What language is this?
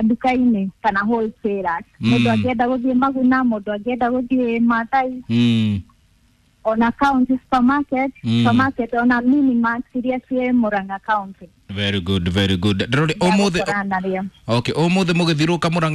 Kikuyu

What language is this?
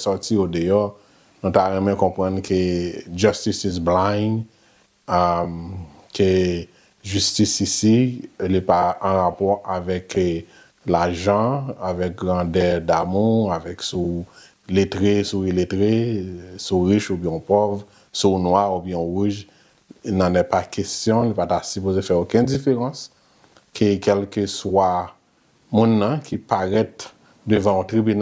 Haitian Creole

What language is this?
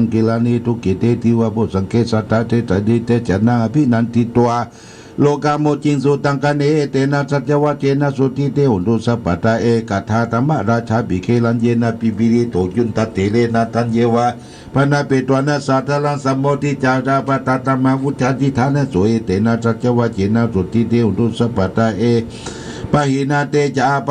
Pali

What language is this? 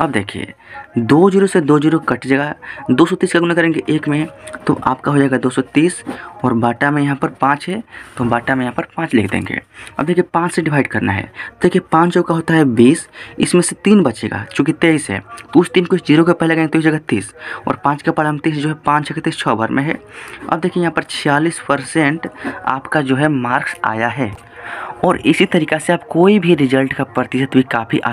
Hindi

